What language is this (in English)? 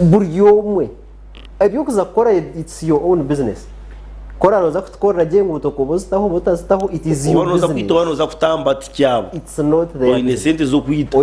Nyankole